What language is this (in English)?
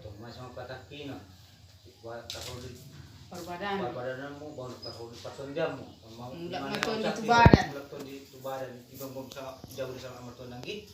Batak Toba